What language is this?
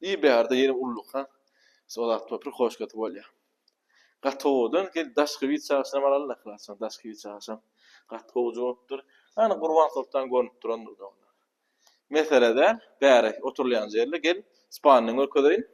Turkmen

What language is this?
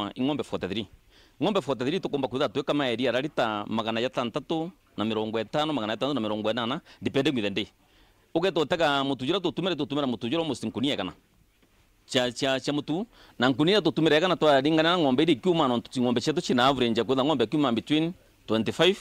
Meru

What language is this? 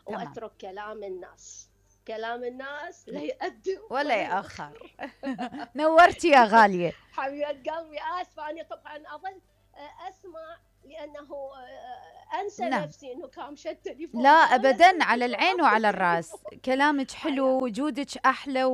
Mesopotamian Arabic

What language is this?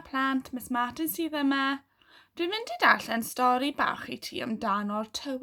Welsh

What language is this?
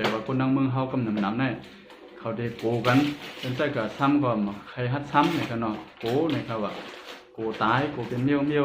Shan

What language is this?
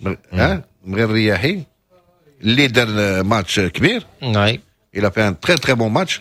Moroccan Arabic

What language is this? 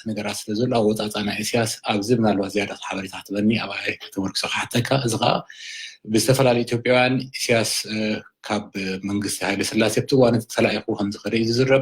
Tigrinya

